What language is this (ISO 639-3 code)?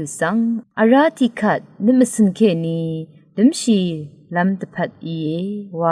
raw